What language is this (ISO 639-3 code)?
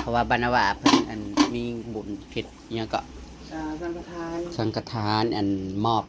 tts